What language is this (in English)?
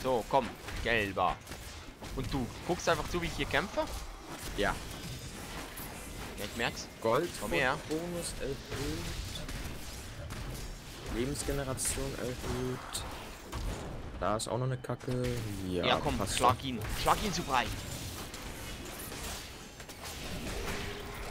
German